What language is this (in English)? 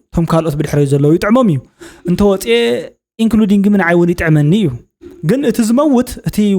Tigrinya